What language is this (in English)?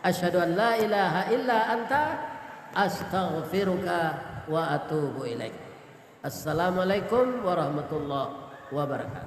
Minangkabau